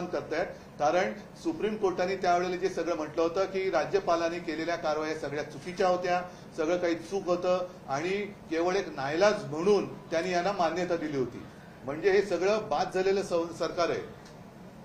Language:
Marathi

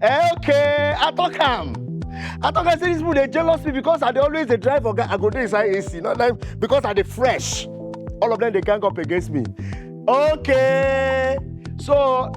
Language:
Nigerian Pidgin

